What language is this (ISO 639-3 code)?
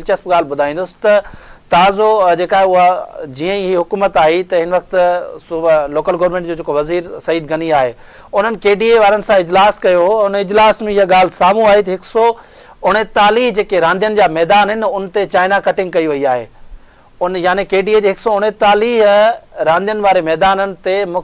snd